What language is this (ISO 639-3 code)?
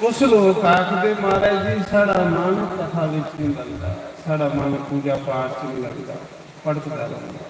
doi